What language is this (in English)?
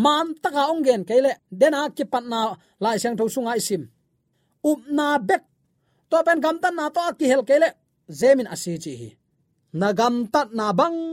Tedim Chin